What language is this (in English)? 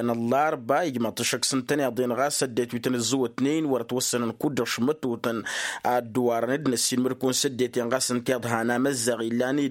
Tamasheq